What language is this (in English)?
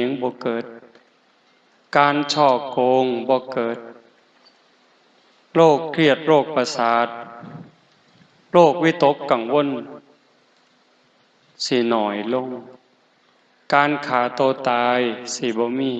Lao